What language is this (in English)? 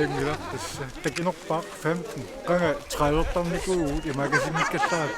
Kalaallisut